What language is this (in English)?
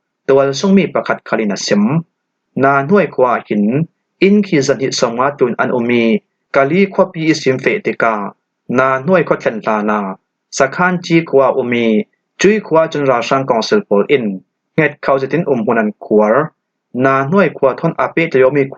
Falam Chin